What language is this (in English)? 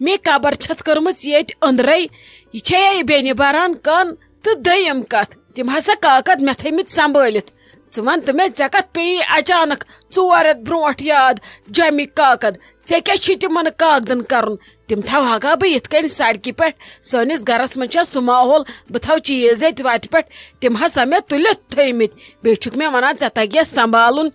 Kashmiri